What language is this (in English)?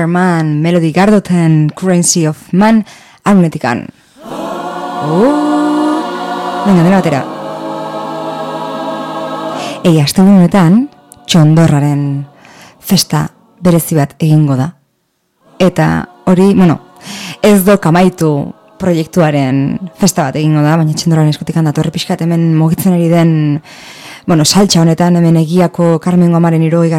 Basque